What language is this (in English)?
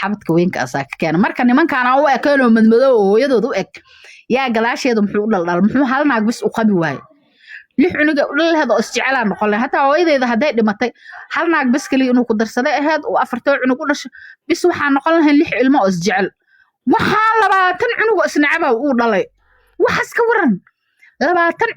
Somali